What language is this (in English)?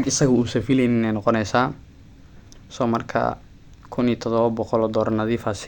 Somali